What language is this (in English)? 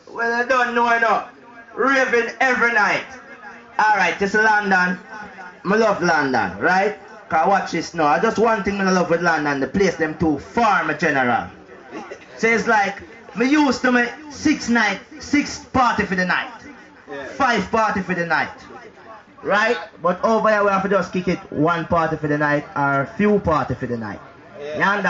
Jamaican Creole English